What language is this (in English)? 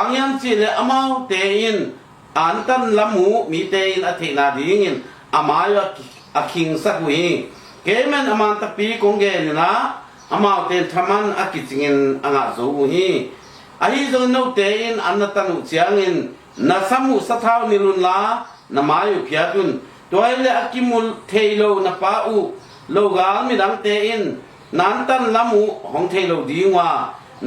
Tedim Chin